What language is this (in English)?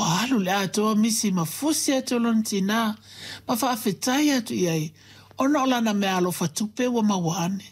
Samoan